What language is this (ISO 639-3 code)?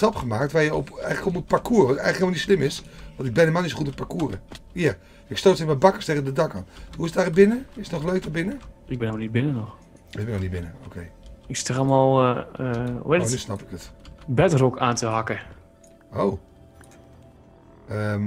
nld